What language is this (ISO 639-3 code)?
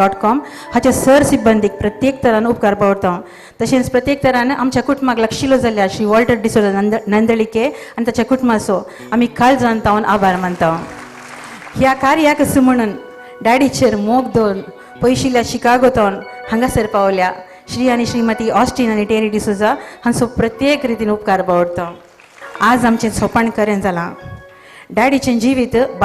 kok